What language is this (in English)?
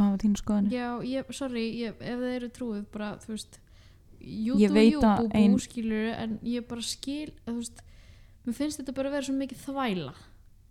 Icelandic